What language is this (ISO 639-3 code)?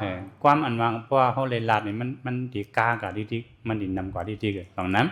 shn